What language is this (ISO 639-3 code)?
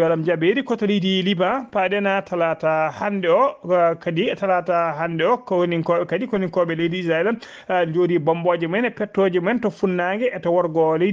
ful